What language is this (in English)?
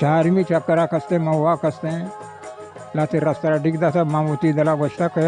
Baluchi